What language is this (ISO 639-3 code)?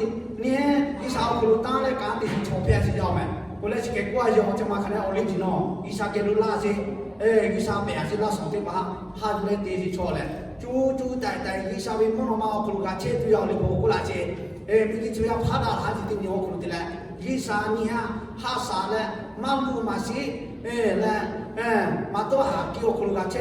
lhu